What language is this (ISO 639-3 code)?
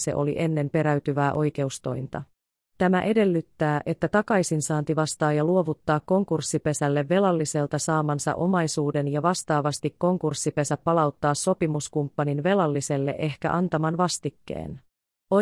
fin